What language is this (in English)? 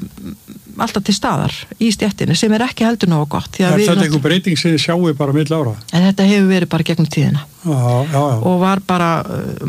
Icelandic